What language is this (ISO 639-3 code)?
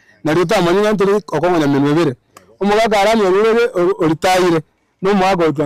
guz